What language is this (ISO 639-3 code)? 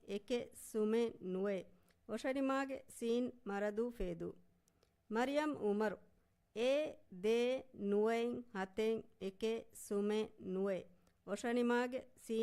div